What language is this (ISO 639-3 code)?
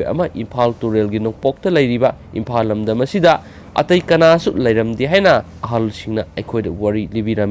mni